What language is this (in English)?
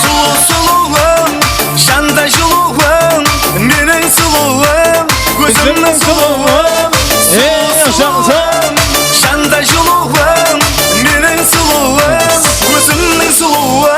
Kara-Kalpak